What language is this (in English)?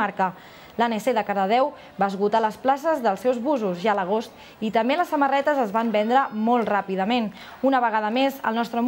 Catalan